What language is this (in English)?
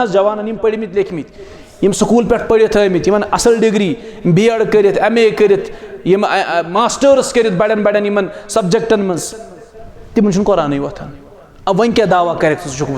Kashmiri